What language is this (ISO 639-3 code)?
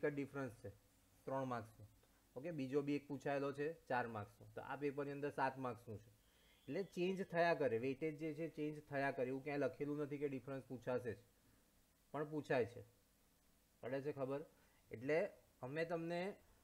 guj